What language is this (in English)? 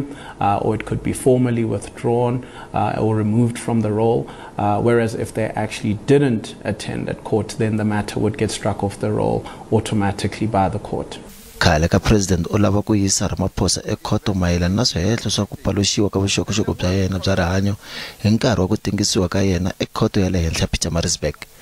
Tsonga